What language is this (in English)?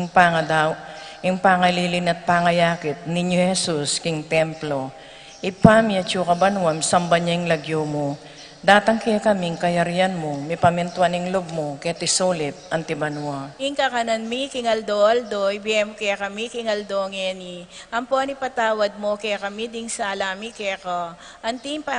Pampanga